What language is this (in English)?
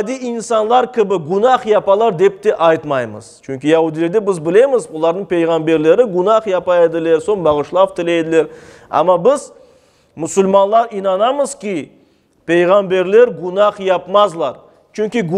Crimean Tatar